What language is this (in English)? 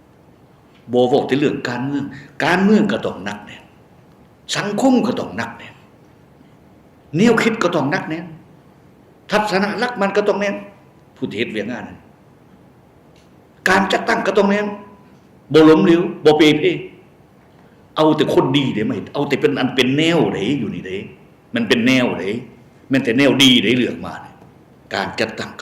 Lao